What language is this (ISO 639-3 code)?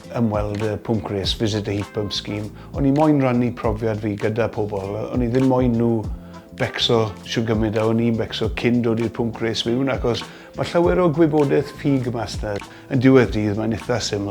cym